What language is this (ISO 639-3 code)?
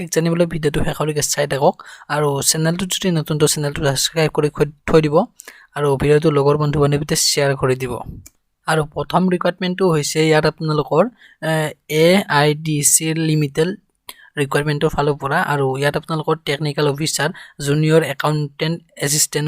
asm